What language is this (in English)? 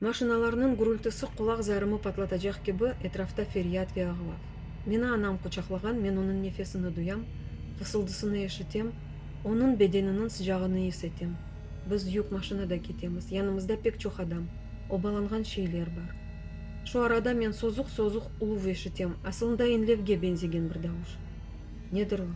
Crimean Tatar